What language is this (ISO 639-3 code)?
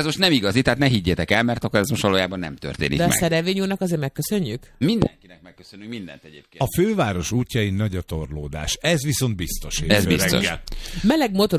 hun